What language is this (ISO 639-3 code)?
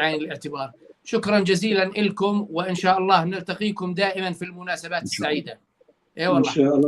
apc